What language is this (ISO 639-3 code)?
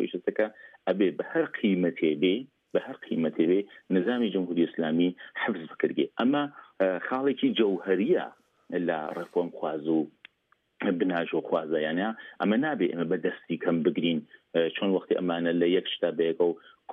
ckb